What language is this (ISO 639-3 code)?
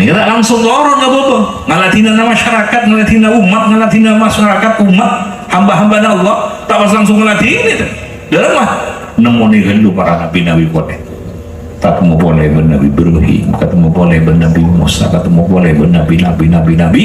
mad